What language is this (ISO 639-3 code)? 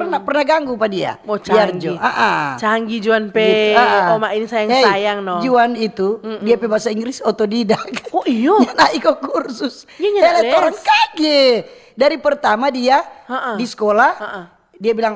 xmm